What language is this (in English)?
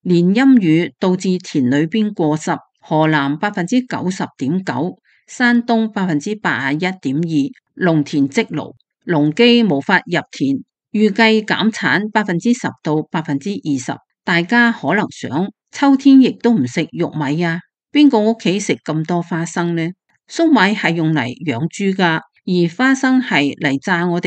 Cantonese